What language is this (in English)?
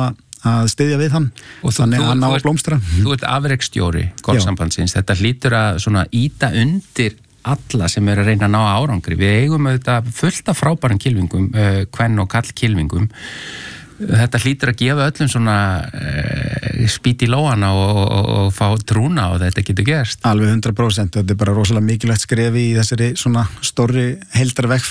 Icelandic